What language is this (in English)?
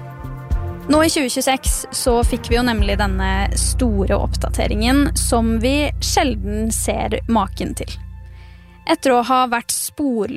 Norwegian